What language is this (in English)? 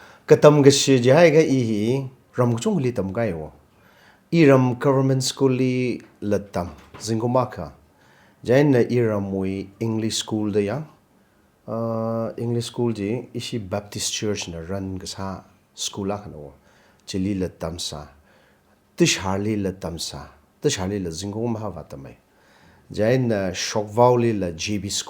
Tangkhul Naga (India)